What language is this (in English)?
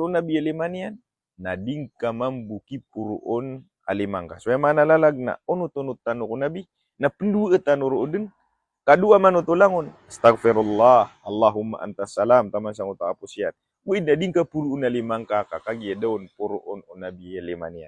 Maranao